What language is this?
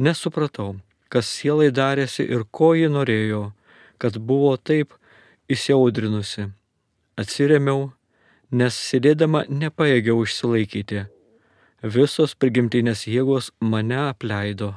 Lithuanian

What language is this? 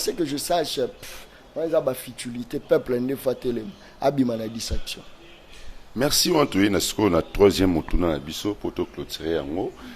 Lingala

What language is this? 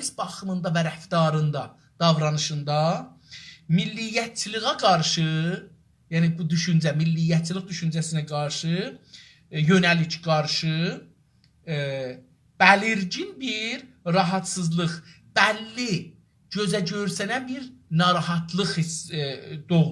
South Azerbaijani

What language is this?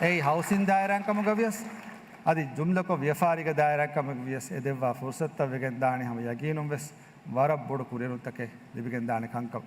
Divehi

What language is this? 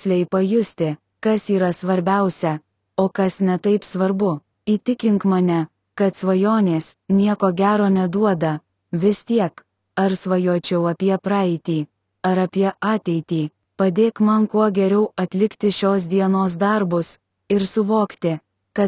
Lithuanian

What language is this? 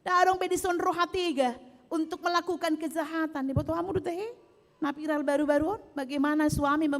Batak Toba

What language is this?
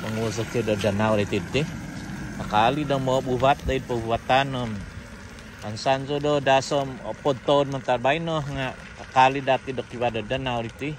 Central Dusun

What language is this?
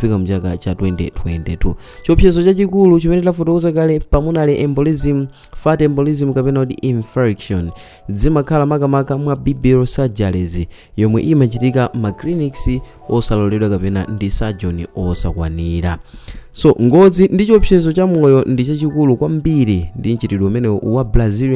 Nyanja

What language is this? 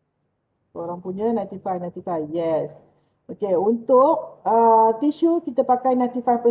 Malay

